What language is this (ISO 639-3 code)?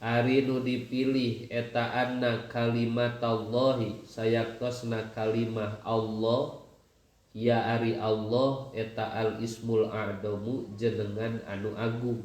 sun